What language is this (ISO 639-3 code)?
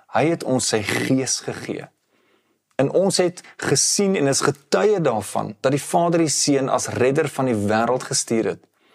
afr